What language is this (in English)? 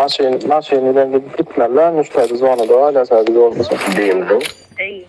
Turkmen